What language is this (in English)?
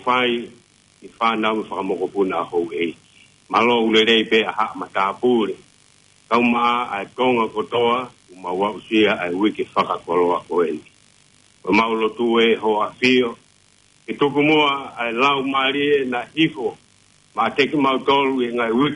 Tongan